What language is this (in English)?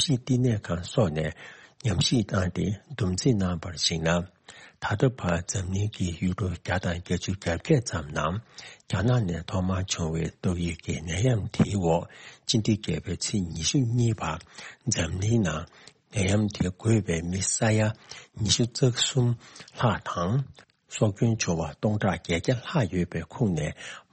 Tibetan